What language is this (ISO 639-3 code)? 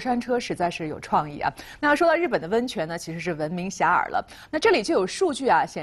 zho